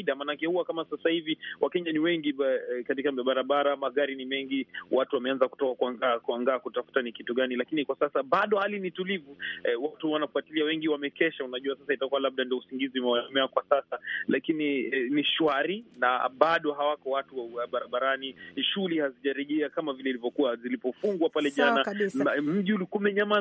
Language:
Swahili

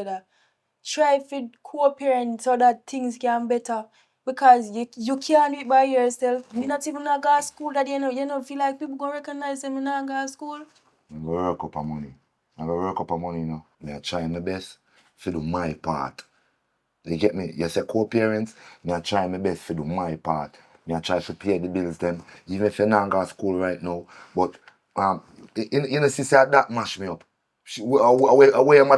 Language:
Jamaican Creole English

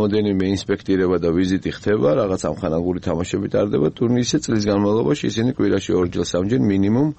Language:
Georgian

